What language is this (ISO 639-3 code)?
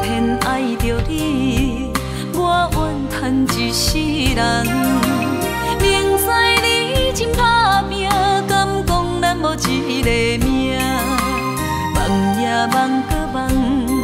nan